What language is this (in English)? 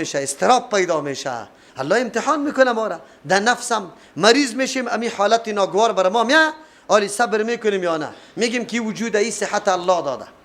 Persian